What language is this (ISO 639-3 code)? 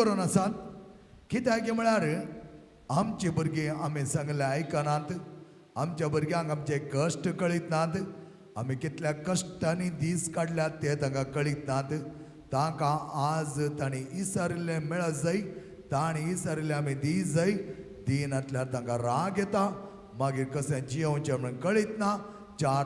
kok